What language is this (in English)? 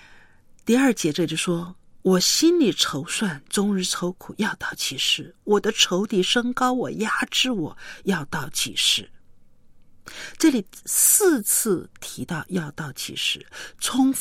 Chinese